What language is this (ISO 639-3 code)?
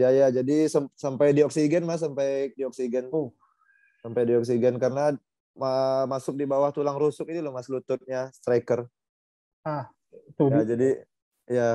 ind